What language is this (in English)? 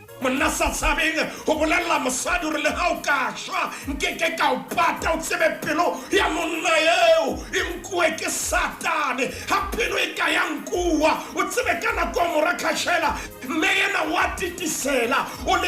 Southern Sotho